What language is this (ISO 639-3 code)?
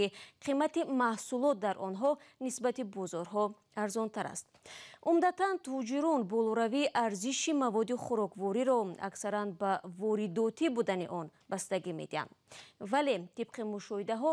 tgk